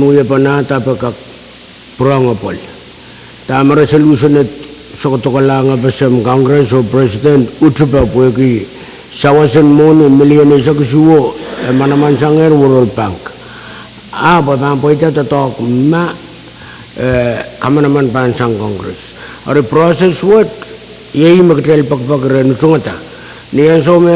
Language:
Pohnpeian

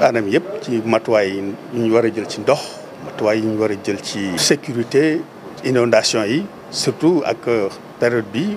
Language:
Wolof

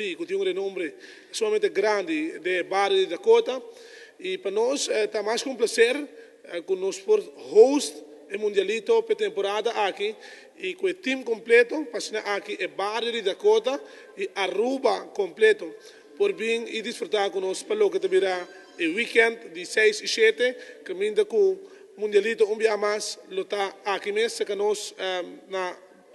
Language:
Papiamento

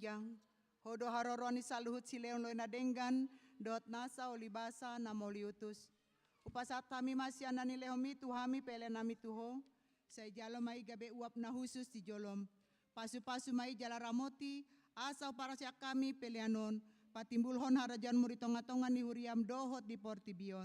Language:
Batak Toba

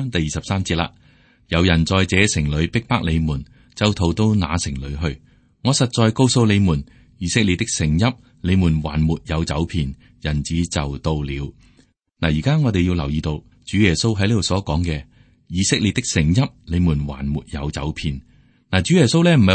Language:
Cantonese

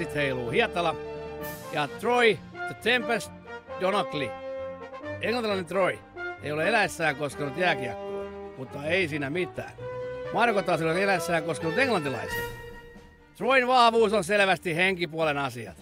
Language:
Finnish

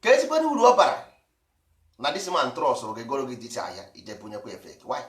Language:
Igbo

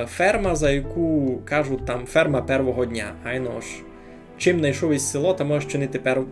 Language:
Rusyn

